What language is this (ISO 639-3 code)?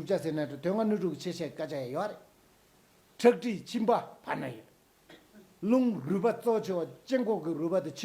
bod